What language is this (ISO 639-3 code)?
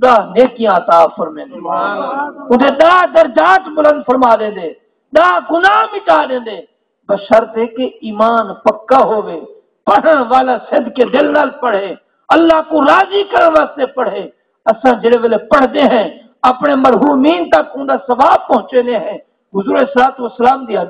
skr